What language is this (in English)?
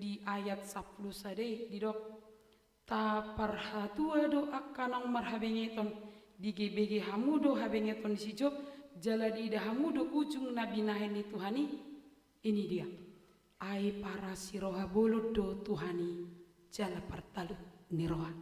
Batak Toba